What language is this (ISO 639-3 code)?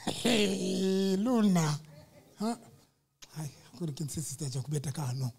sot